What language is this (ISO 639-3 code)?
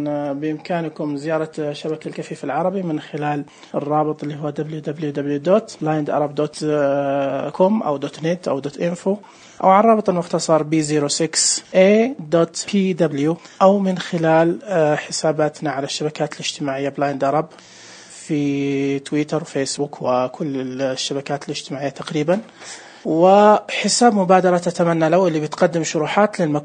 ars